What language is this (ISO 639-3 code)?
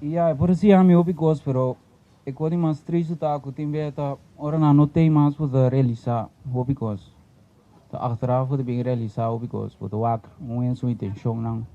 pap